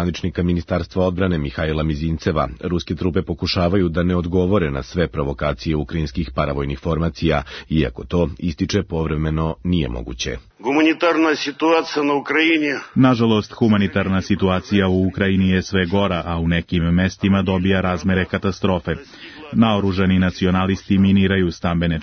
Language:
Serbian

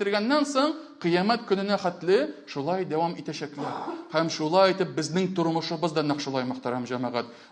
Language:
Tatar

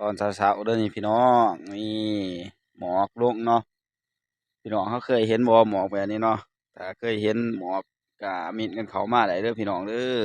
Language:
Northeastern Thai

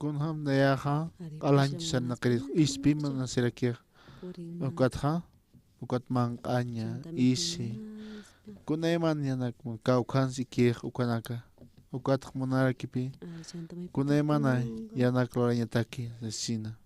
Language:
Aymara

